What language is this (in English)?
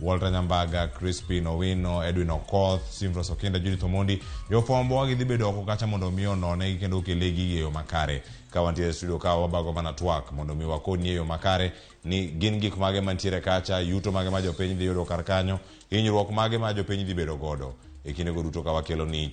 Luo (Kenya and Tanzania)